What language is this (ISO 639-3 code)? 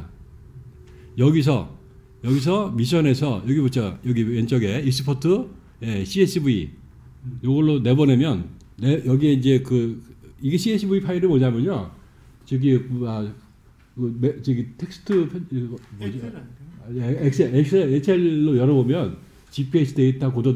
kor